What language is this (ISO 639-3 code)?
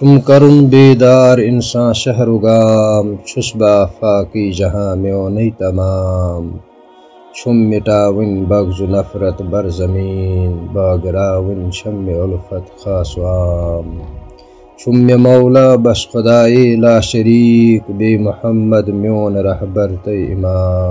kas